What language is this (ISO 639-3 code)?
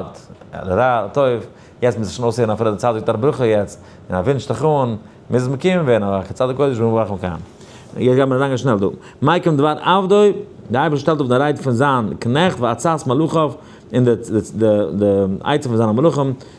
yid